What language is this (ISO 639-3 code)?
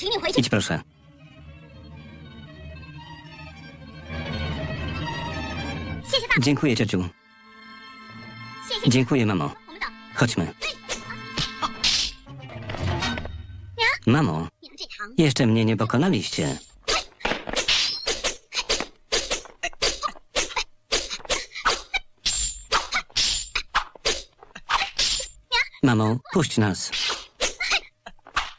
pol